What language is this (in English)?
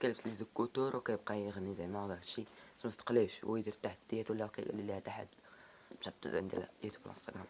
Moroccan Arabic